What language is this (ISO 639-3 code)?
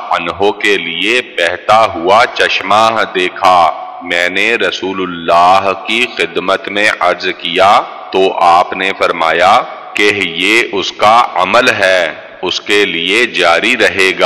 urd